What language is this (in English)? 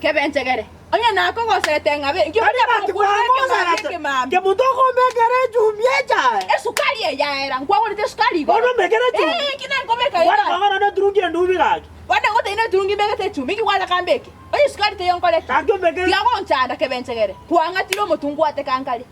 Gusii